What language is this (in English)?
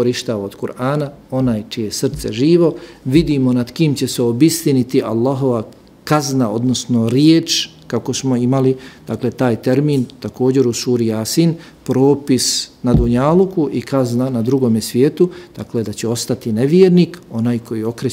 Bosnian